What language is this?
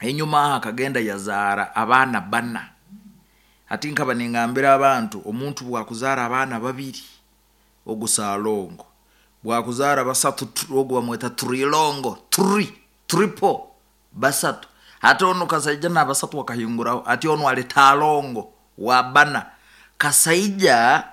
Nyoro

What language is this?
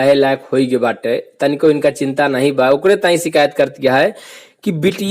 Awadhi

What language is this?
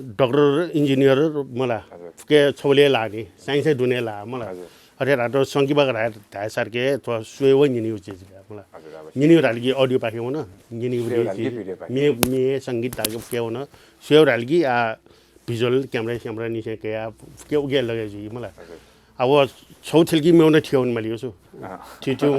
Newari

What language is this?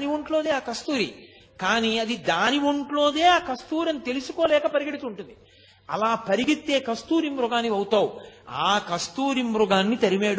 Telugu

